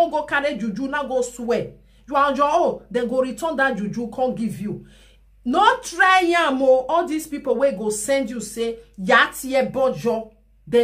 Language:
Nigerian Pidgin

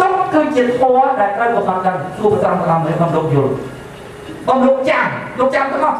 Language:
Khmer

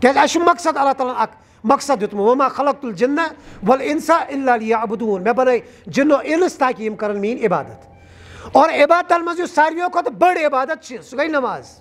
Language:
Kashmiri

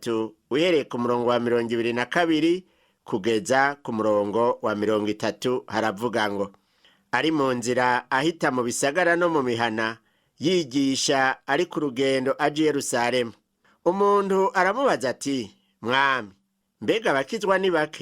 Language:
Rundi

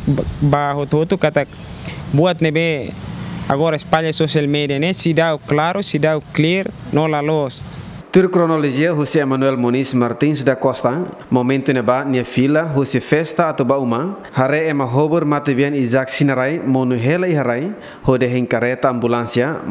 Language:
Tetum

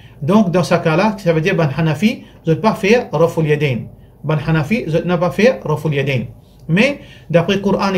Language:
Morisyen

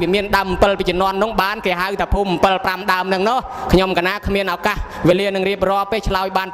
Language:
Khmer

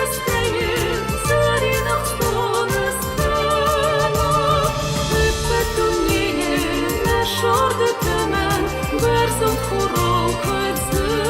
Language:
Ossetic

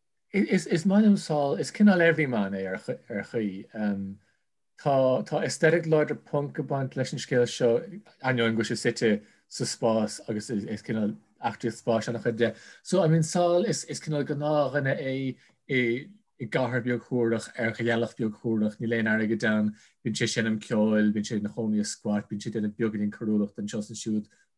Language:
Irish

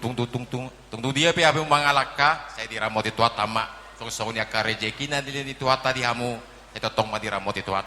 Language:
Batak Toba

